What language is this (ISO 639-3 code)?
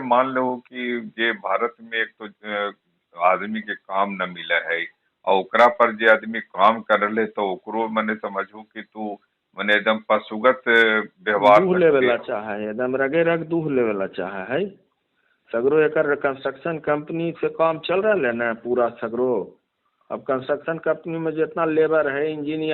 mag